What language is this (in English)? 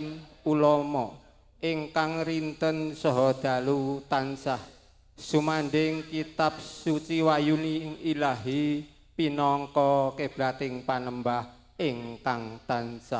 Javanese